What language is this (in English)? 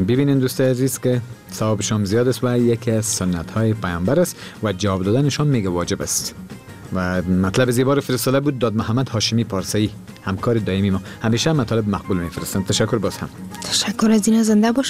Persian